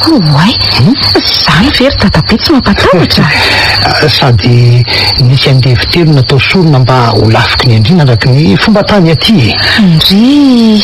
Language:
Malagasy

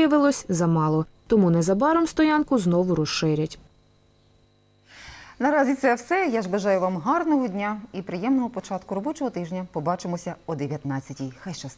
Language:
Ukrainian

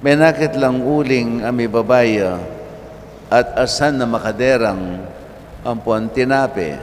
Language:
Pampanga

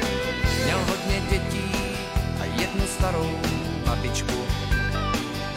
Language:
Czech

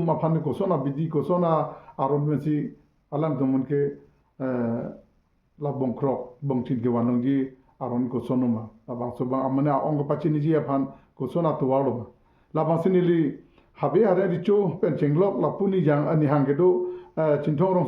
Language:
Karbi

